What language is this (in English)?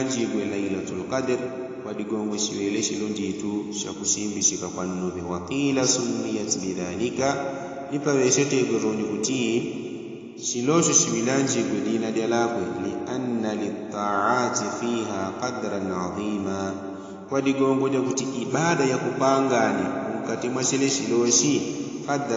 Yao